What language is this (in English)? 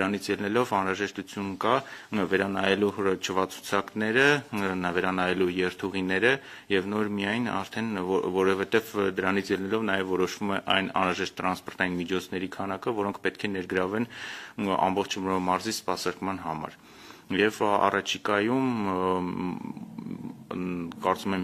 Armenian